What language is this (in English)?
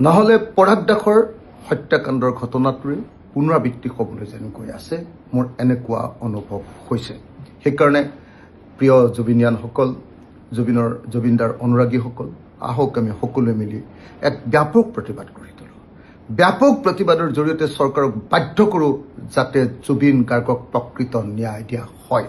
Assamese